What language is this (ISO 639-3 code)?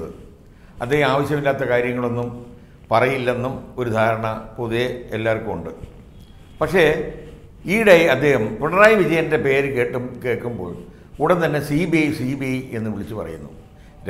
mal